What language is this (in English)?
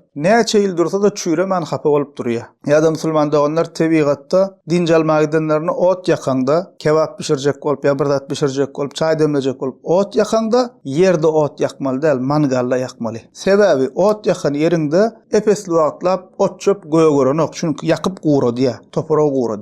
Turkmen